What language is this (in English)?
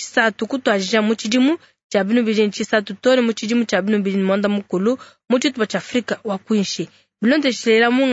Luba-Lulua